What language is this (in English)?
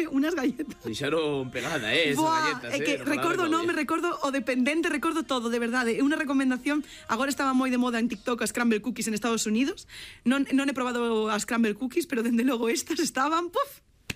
Galician